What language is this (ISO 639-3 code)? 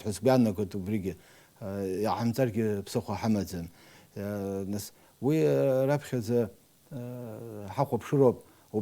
abk